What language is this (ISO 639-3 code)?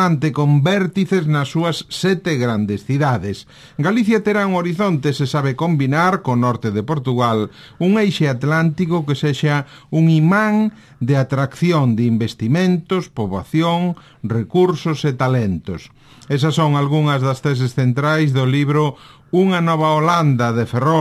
glg